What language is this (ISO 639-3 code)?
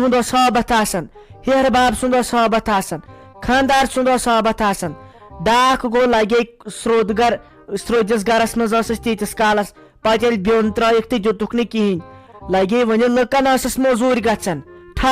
kas